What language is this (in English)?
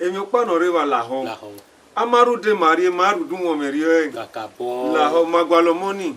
Bini